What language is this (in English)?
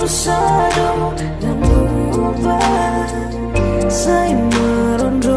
Batak Simalungun